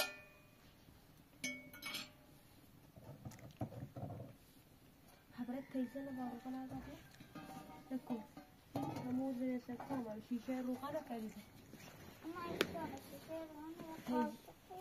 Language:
Persian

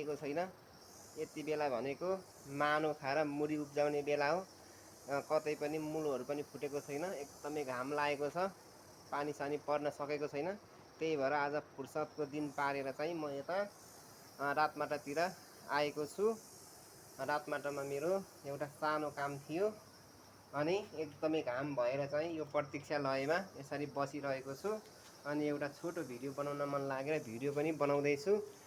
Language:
Nepali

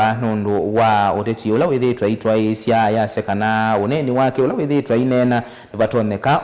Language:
Kamba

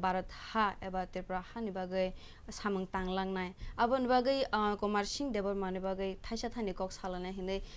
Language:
Kok Borok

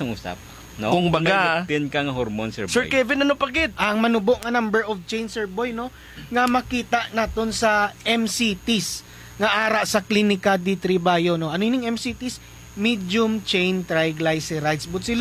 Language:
Hiligaynon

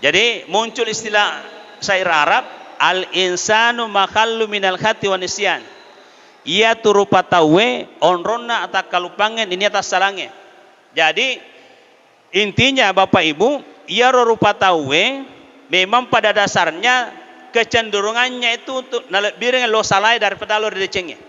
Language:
Buginese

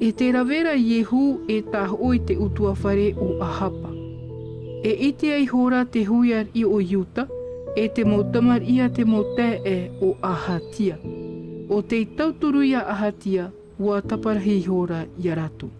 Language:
Tahitian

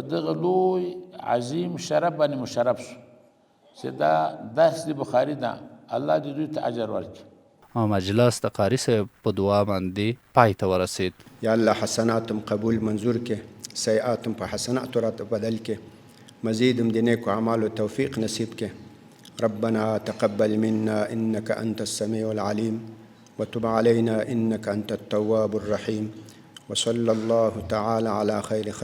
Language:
Pashto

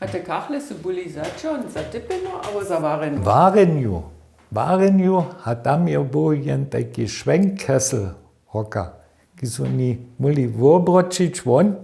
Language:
Upper Sorbian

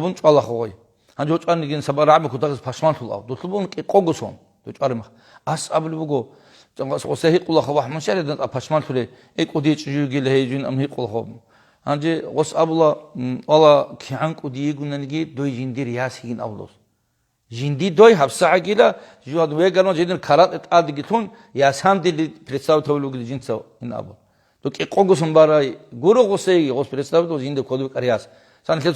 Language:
Avaric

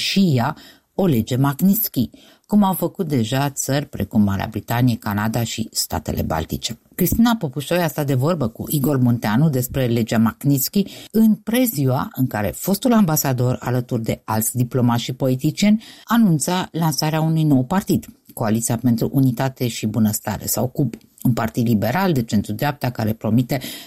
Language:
Romanian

